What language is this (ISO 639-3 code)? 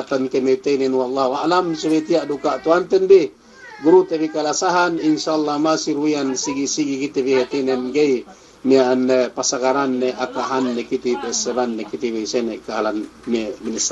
yka